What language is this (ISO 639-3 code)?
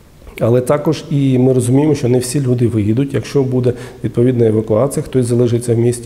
ukr